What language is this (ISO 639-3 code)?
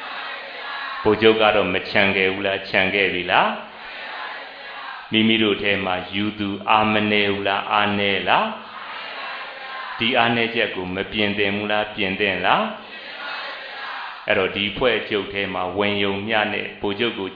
mya